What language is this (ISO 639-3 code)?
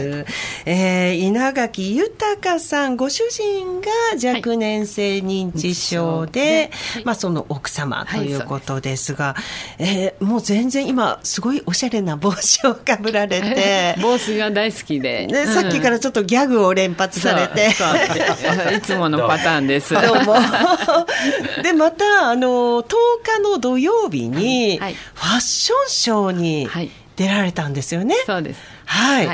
jpn